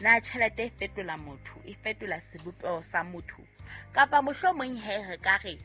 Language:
Southern Sotho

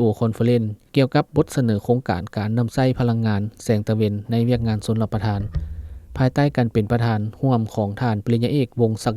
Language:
Lao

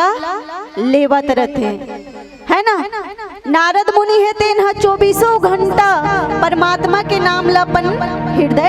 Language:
Chhattisgarhi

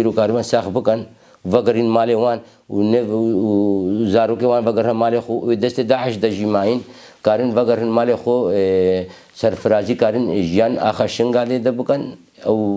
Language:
Kurdish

